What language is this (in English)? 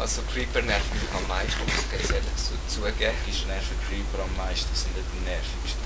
Swiss German